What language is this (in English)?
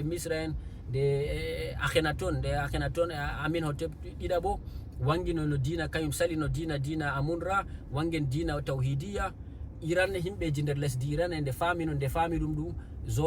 Fula